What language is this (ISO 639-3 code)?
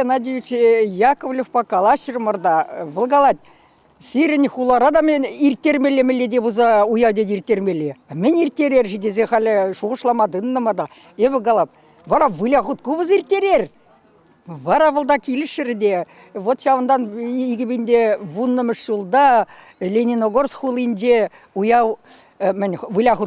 chv